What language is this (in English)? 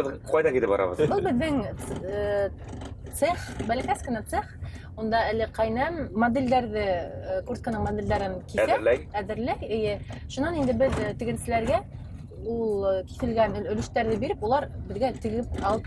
Bashkir